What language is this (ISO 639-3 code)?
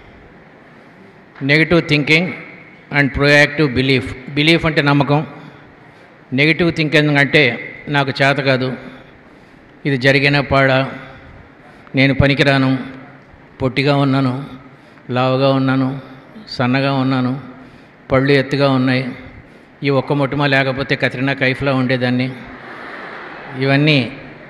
tel